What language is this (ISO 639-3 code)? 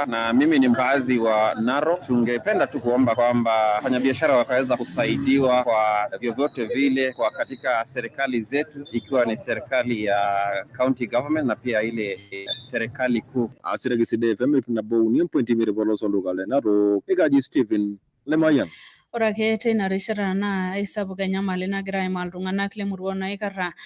mas